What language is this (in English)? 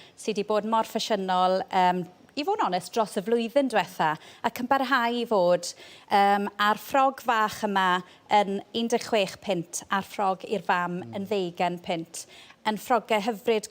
Welsh